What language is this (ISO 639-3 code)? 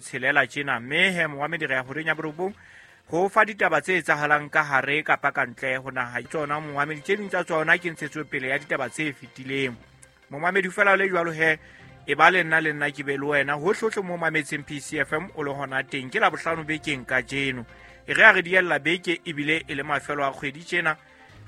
sot